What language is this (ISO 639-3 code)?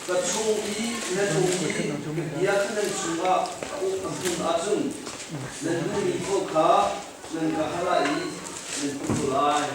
cnh